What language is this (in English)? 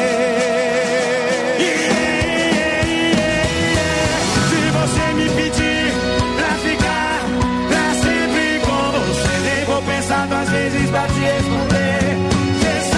Portuguese